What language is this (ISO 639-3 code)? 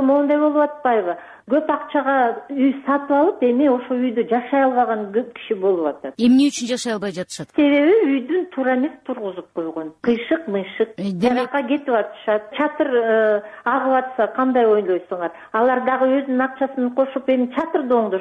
kir